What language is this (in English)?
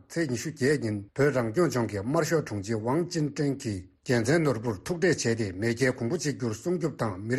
Tibetan